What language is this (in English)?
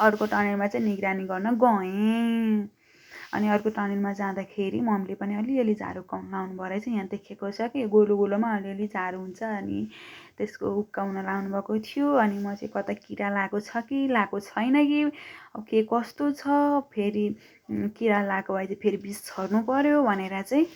Nepali